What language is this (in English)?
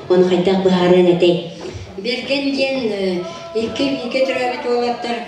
Yakut